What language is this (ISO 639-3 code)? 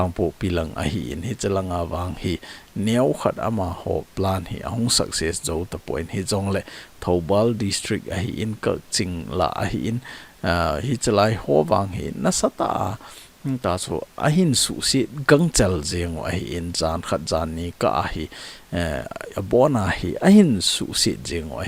tcz